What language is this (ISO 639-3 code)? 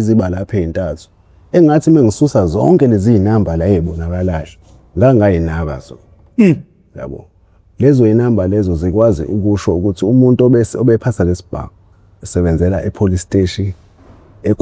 zul